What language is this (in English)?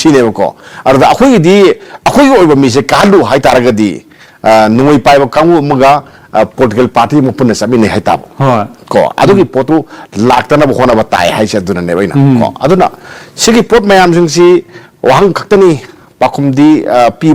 Manipuri